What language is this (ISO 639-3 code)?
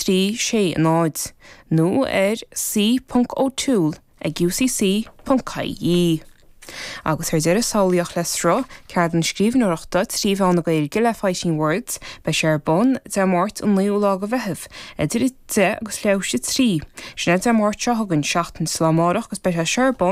gle